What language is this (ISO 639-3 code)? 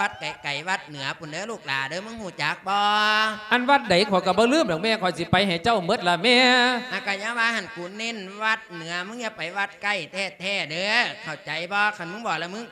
lao